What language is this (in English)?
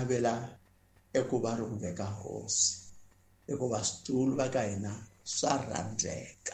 Tsonga